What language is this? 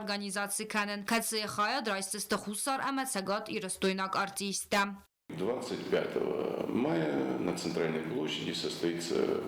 Ossetic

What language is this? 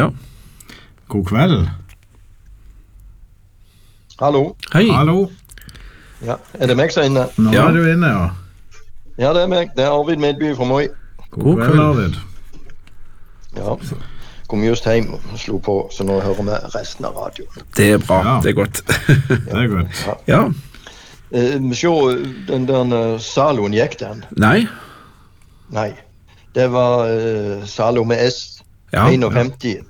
Norwegian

